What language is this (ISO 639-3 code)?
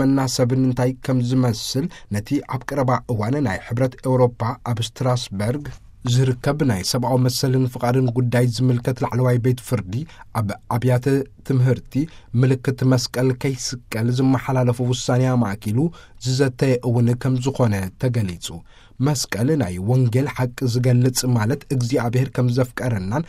tir